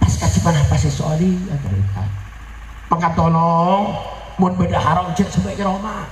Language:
Madurese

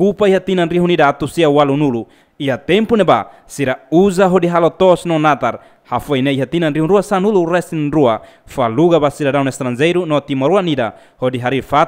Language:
Tetum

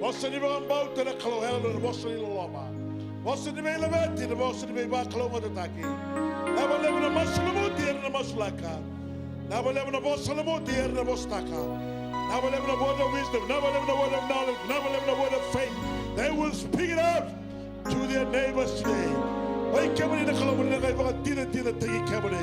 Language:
Fijian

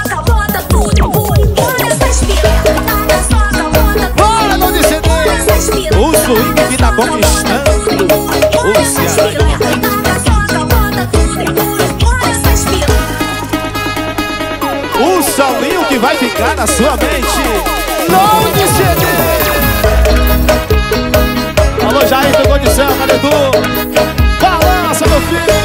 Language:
Portuguese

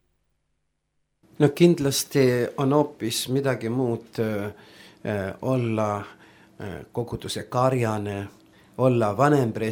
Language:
Estonian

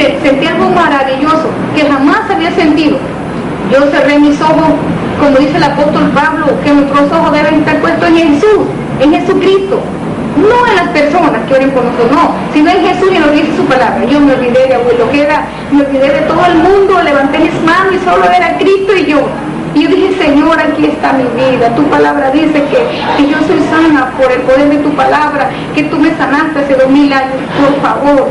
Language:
Spanish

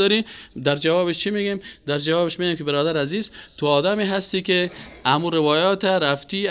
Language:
Persian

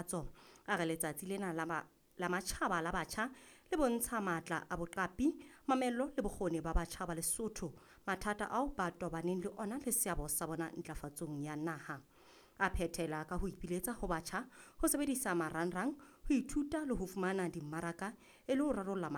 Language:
Southern Sotho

